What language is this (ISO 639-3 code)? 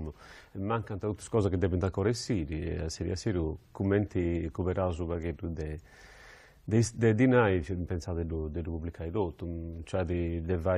srd